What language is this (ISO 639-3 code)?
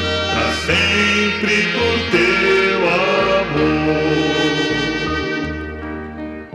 por